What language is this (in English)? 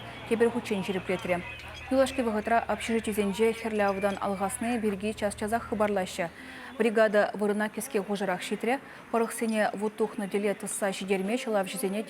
Chuvash